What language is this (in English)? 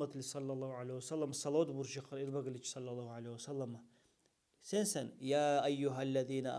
Dargwa